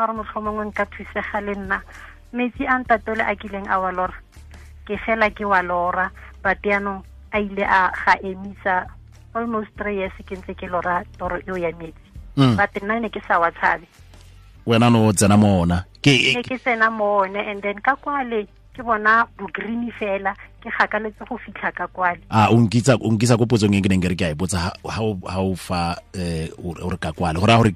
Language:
Tswana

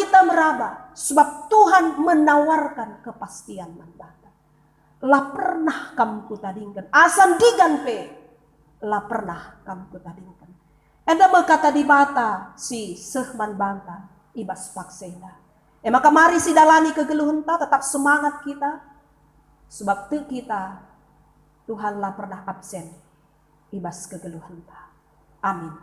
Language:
Batak Karo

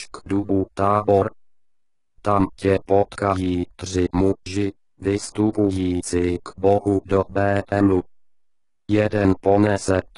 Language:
Czech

